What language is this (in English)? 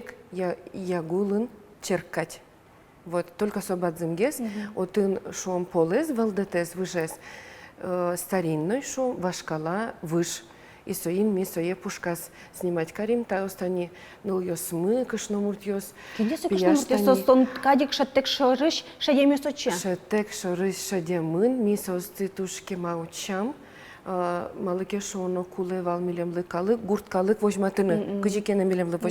Udmurt